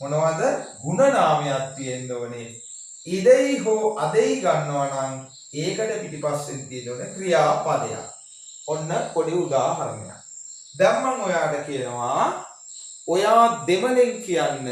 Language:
Sinhala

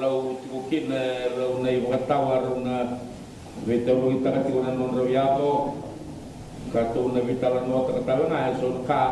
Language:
Fijian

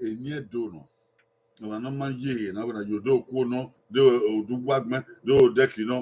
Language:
Bini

